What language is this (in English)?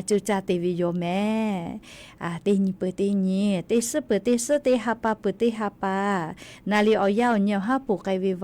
Lahu